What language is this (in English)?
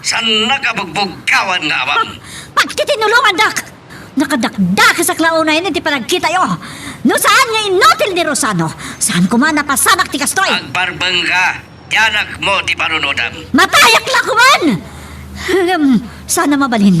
Iloko